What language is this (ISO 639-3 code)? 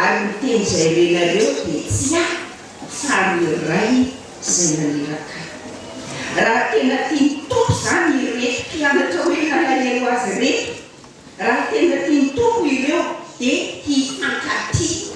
mlg